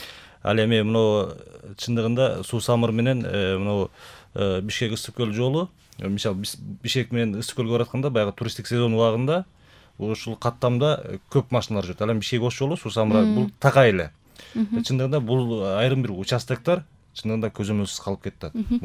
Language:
Kyrgyz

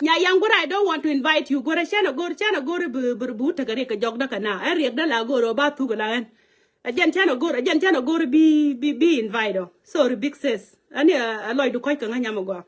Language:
Nuer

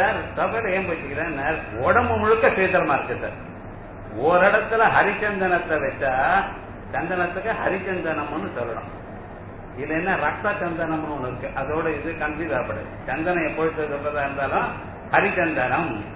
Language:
Tamil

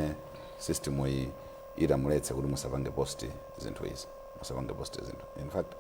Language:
Nyanja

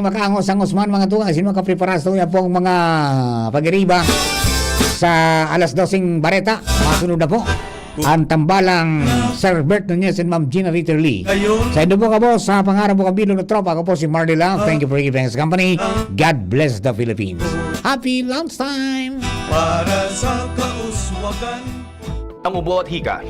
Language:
Bikol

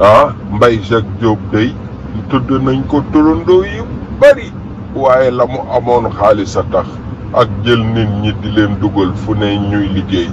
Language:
Wolof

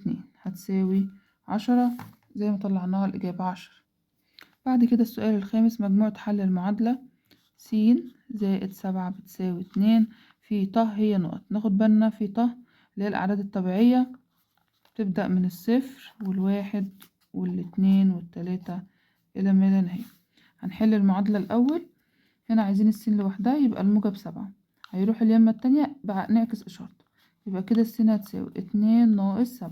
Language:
Egyptian Arabic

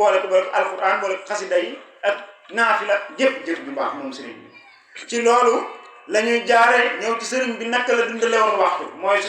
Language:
Wolof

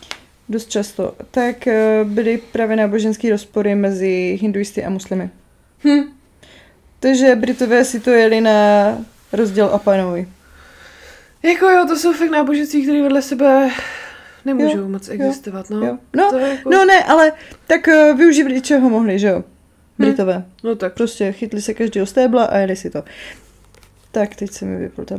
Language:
Czech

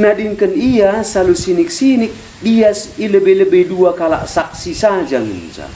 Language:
Batak Karo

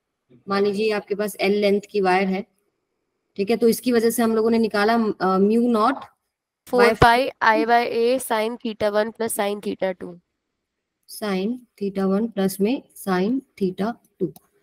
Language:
Hindi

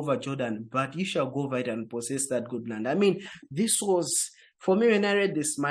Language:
English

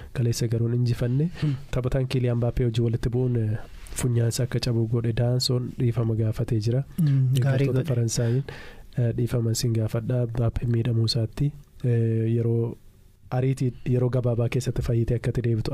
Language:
Oromo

